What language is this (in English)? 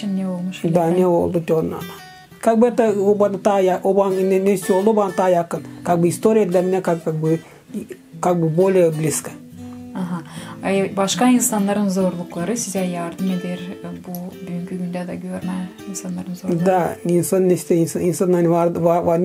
Gagauz